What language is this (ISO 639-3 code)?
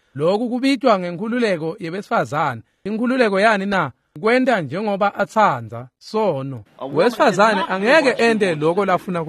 ssw